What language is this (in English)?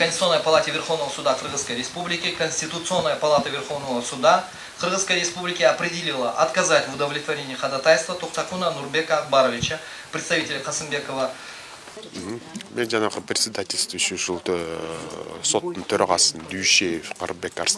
Kyrgyz